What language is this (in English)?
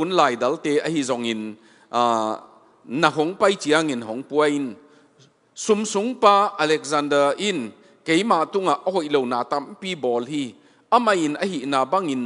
Tedim Chin